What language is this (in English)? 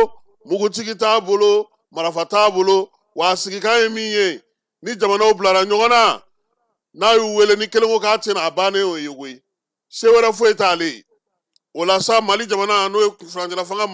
Bambara